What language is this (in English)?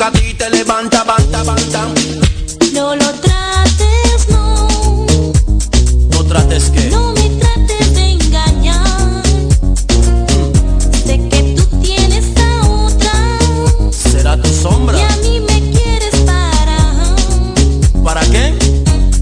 Spanish